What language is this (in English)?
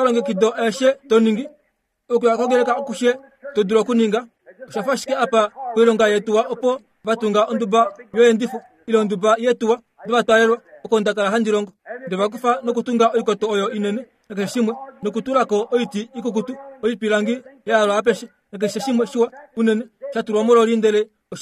Kuanyama